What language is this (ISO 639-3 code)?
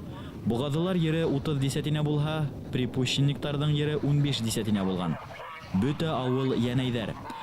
bak